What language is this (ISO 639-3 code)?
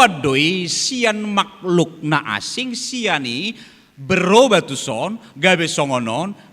bbc